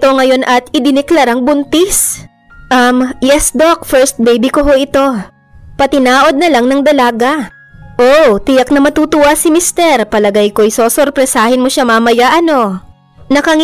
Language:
Filipino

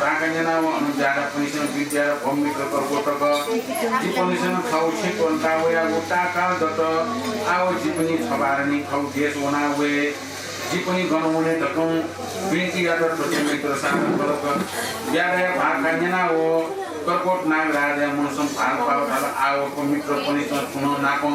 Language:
Newari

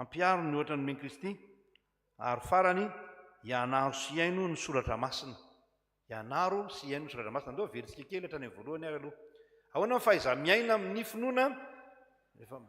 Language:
Malagasy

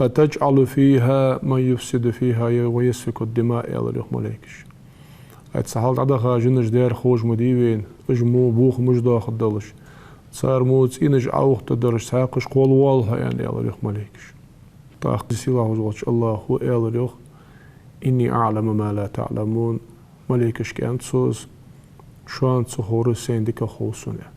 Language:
Ingush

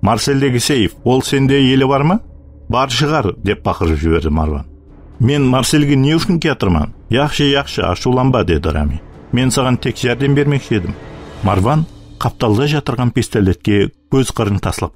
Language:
Kara-Kalpak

